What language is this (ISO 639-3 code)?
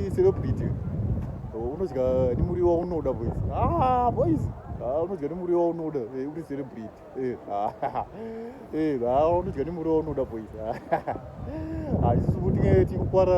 sna